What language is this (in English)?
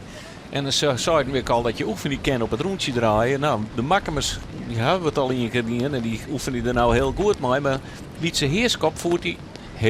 Western Frisian